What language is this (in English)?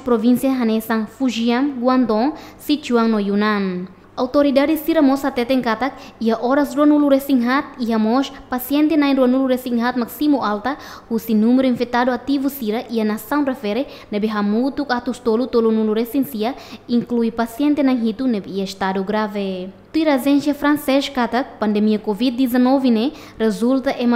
Tetum